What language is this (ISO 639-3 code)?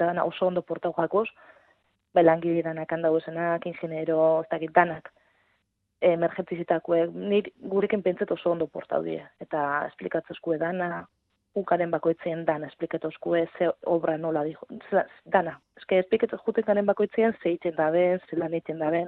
eus